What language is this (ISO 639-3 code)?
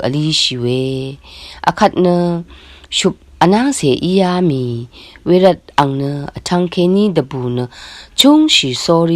raw